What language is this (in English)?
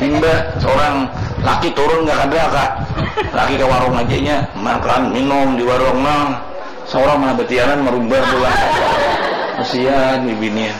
Banjar